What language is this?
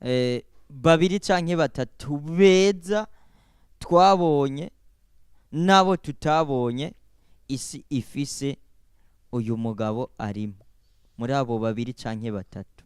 Rundi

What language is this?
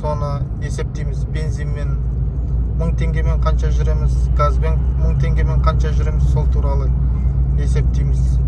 Kazakh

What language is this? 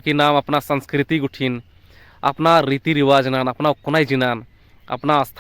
Kurukh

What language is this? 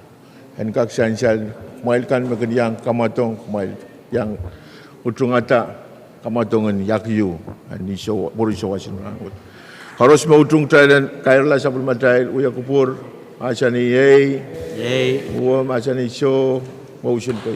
Pohnpeian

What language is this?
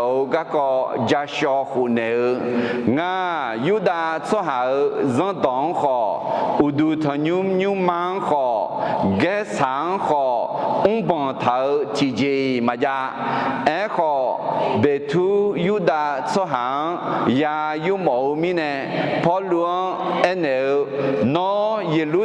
Akha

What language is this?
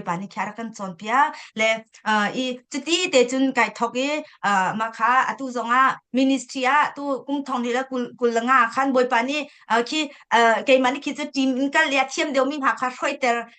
Hakha Chin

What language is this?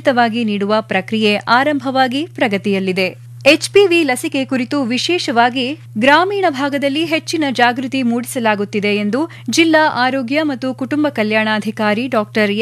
Kannada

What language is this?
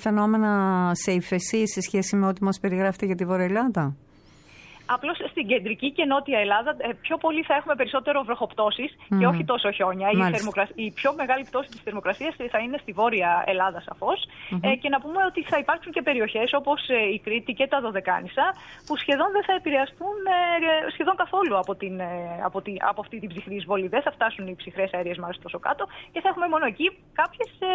Greek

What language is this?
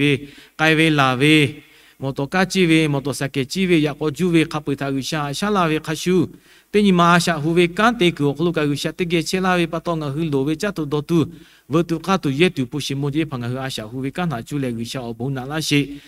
Lahu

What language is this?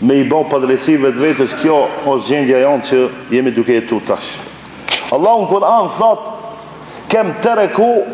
Albanian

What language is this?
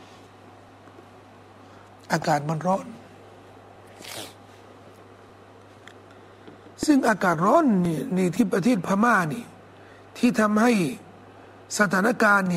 Thai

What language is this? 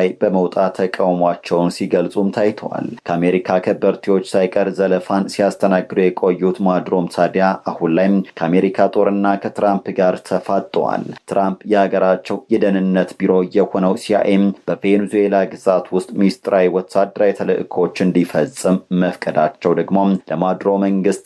Amharic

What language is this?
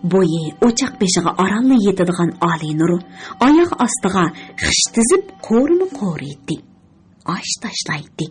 Uyghur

